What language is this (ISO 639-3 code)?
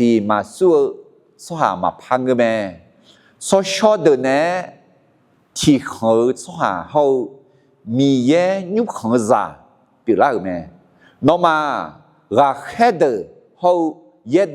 ahk